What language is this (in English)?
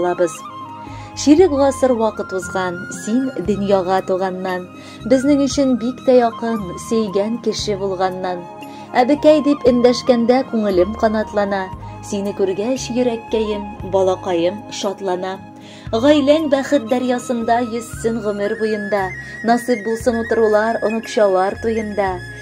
Tatar